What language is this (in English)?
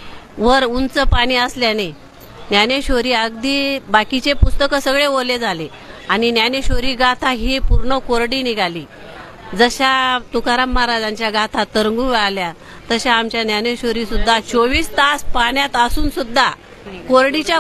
Marathi